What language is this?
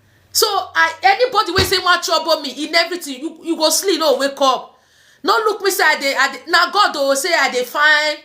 Nigerian Pidgin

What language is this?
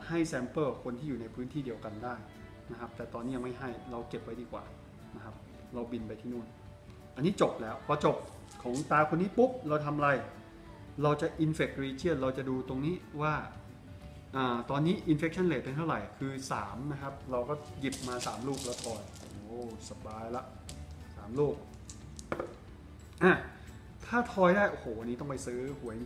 Thai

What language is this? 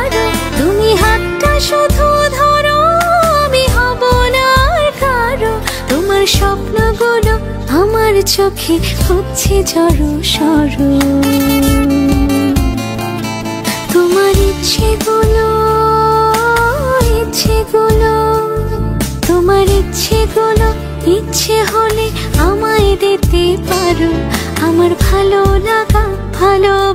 Bangla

